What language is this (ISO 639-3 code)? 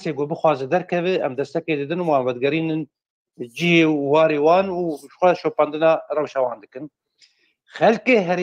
kur